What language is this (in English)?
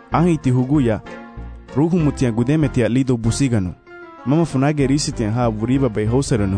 Garifuna